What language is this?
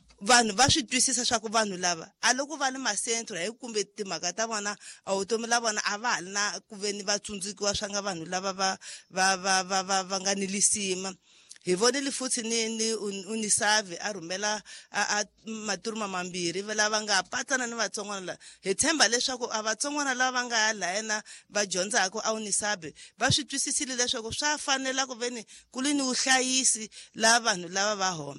Tsonga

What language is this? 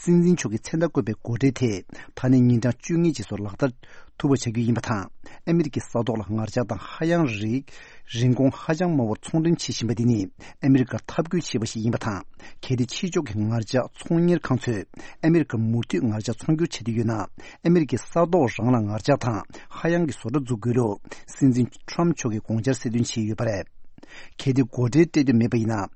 Tibetan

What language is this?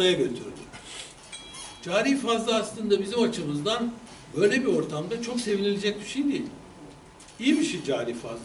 Turkish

